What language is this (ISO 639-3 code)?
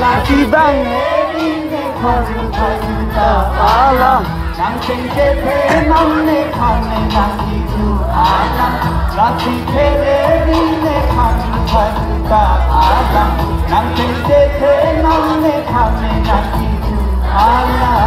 mjw